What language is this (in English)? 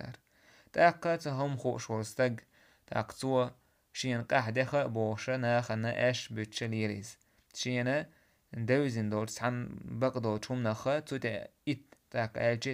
Chechen